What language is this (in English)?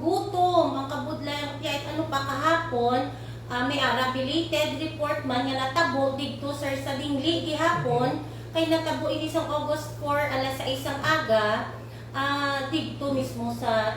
Hiligaynon